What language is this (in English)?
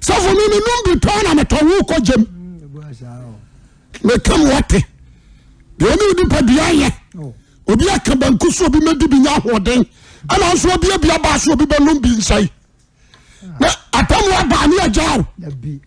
Akan